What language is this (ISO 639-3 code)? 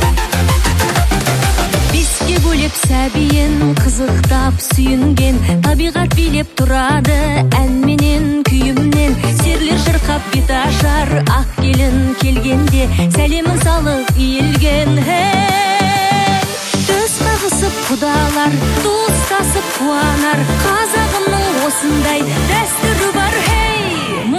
kaz